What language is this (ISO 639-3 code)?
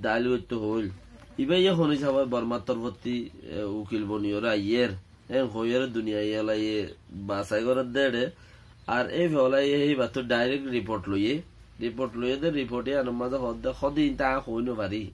rhg